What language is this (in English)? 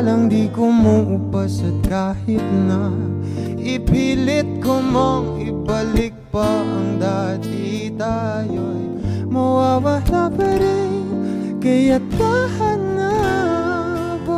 Filipino